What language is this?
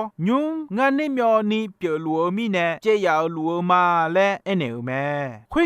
Akha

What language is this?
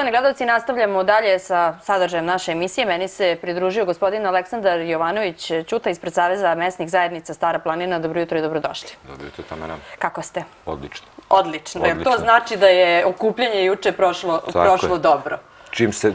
Serbian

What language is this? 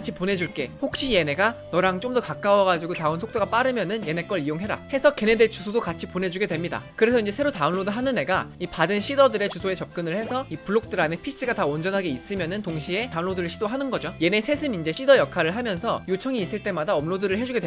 Korean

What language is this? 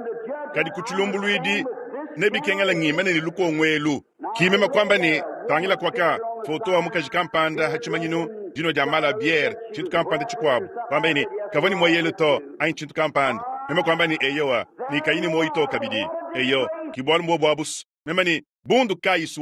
Luba-Lulua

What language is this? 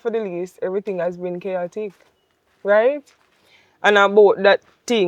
Jamaican Creole English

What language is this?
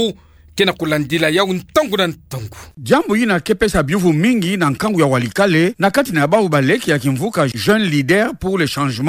Kituba (Democratic Republic of Congo)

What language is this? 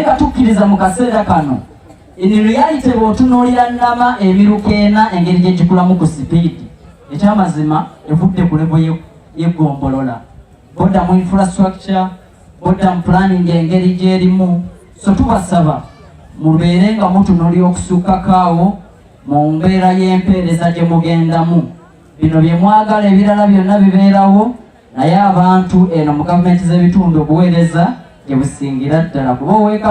Ganda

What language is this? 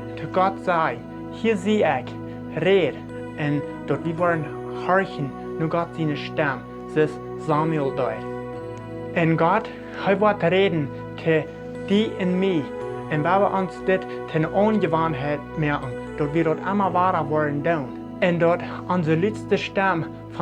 Plautdietsch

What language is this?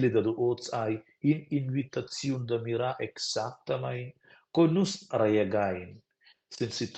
Romansh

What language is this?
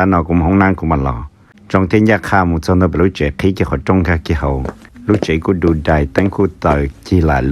Hmong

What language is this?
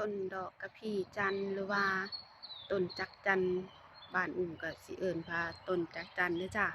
Northeastern Thai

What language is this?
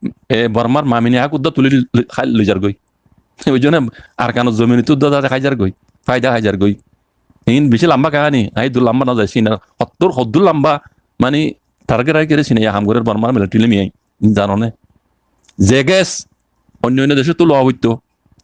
Rohingya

